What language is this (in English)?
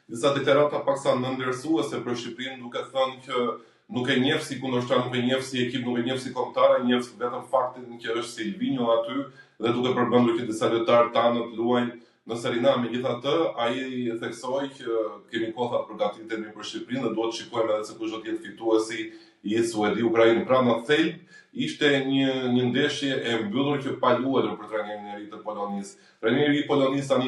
Albanian